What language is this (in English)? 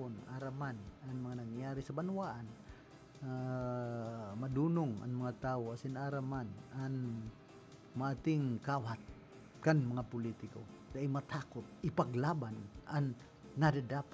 Bikol